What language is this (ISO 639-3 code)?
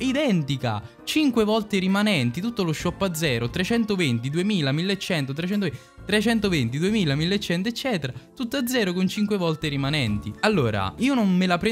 ita